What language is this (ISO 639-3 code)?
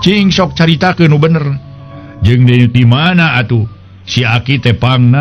sun